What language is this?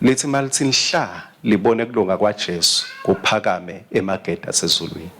Swati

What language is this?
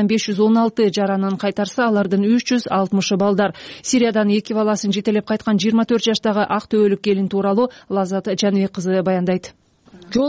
Kyrgyz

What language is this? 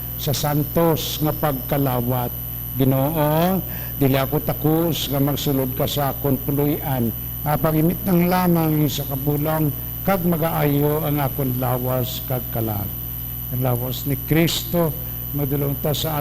Hiligaynon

